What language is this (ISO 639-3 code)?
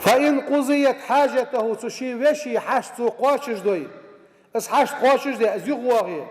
inh